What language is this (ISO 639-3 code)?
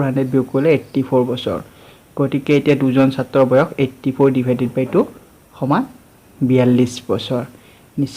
asm